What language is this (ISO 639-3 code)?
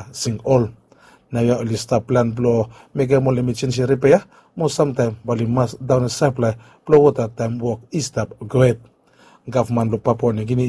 bis